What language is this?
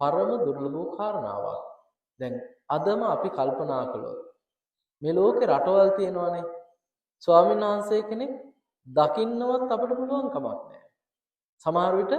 Sinhala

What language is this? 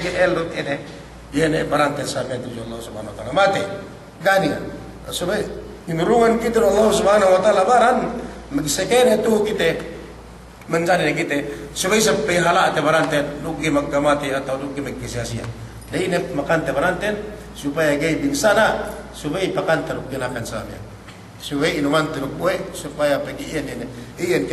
Yakan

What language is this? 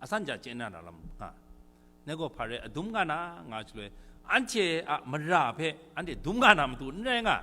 Kachin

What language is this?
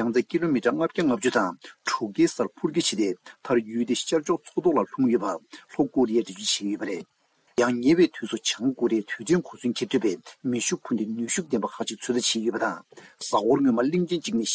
Tibetan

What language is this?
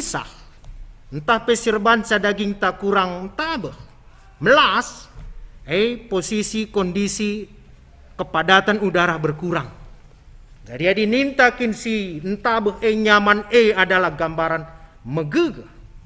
Batak Karo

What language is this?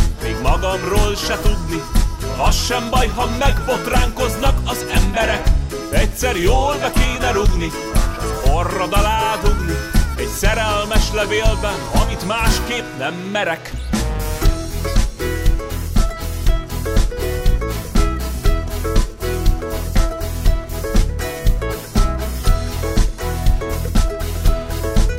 Hungarian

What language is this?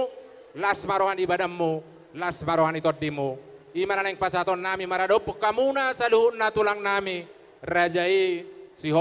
Batak Toba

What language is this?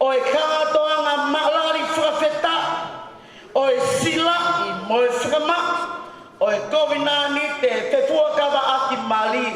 Tongan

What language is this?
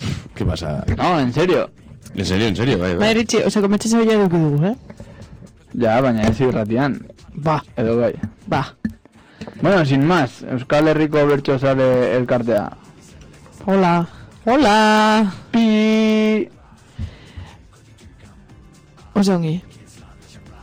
Basque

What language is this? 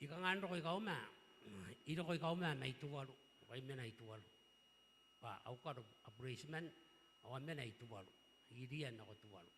Gilbertese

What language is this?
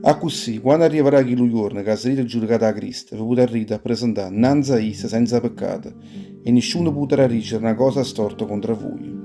Neapolitan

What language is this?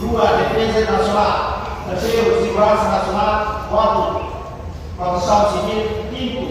Tetum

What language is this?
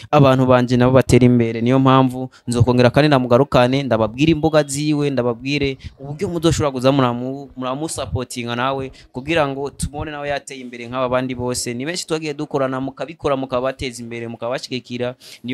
Rundi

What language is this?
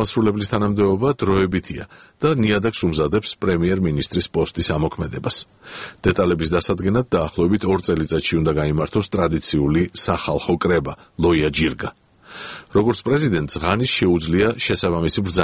Georgian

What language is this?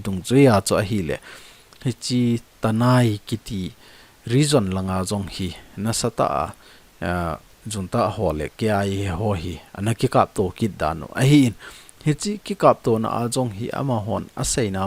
Thado Chin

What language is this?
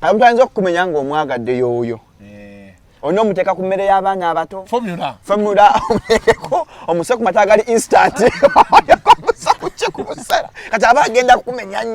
Ganda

